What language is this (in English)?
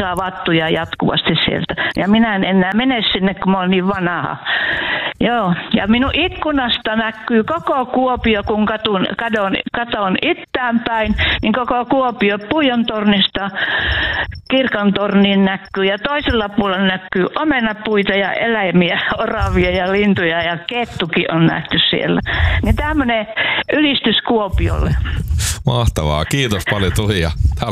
Finnish